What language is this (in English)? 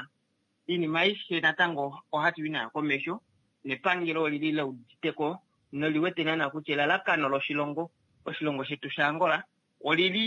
Kuanyama